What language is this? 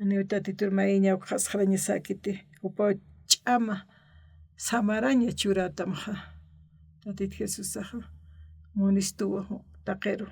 Aymara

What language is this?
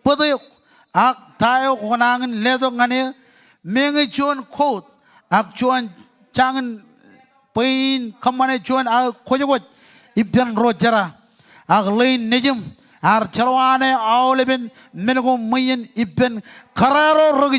Marshallese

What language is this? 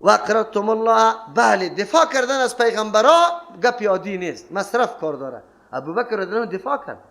Persian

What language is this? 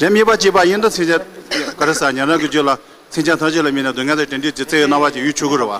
Tibetan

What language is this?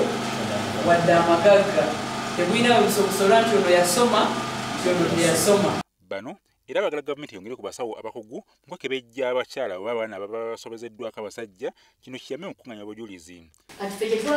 Ganda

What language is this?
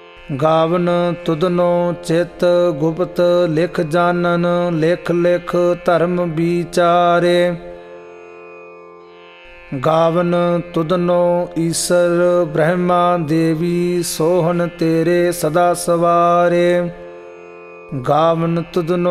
Punjabi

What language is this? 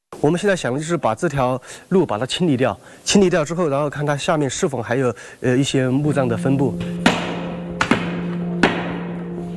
Chinese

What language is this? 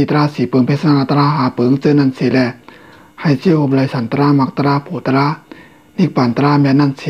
Shan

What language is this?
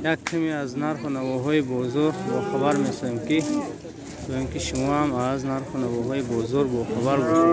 Tajik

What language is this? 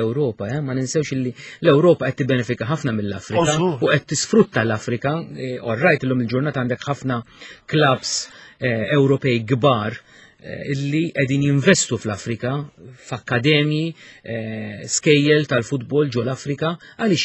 Maltese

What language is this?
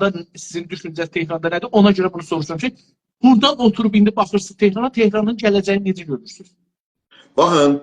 South Azerbaijani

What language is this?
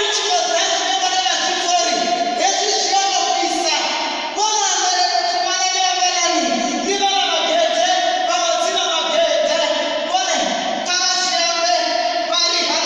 Venda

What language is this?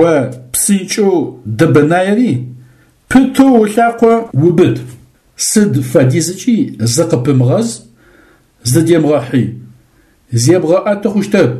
Adyghe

